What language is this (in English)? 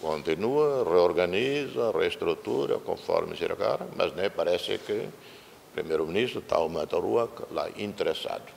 Tetum